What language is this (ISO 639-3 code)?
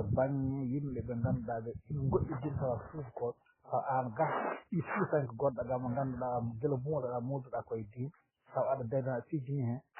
ful